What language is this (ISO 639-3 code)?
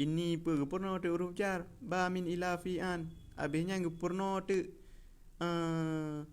ace